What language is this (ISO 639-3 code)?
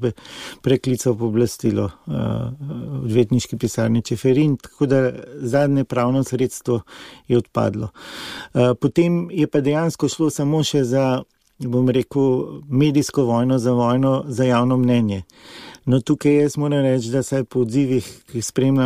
slv